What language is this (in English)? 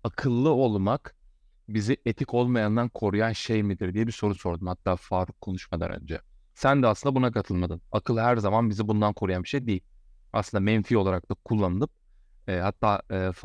Turkish